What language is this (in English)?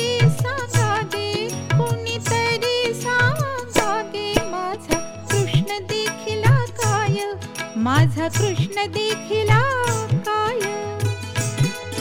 Marathi